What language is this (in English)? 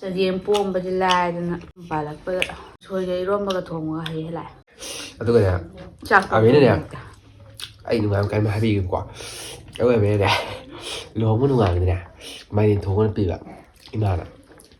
Manipuri